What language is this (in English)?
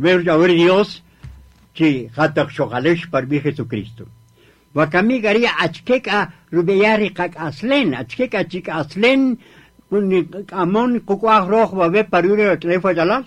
Kaqchikel